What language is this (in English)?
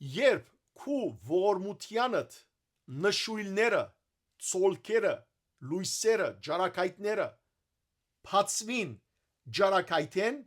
Western Armenian